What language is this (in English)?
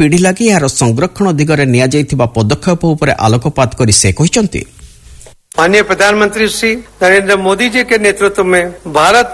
Odia